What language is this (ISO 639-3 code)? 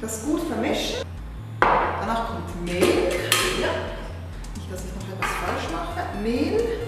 gsw